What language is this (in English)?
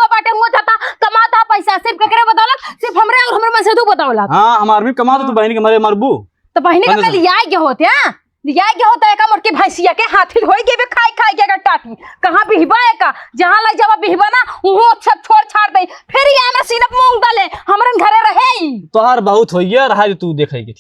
Awadhi